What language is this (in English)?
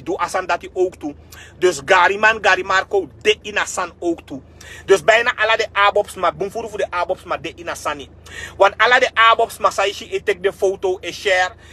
Sranan Tongo